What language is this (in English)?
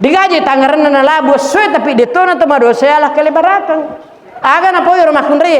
Buginese